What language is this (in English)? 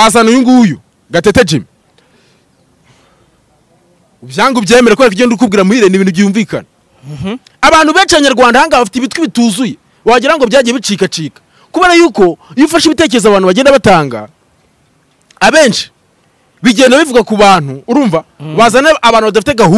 Kinyarwanda